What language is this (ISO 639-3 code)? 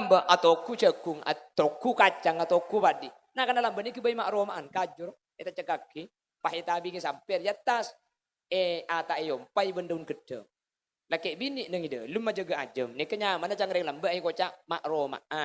mad